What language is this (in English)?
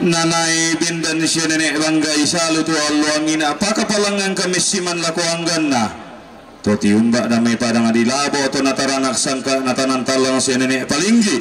Toraja-Sa'dan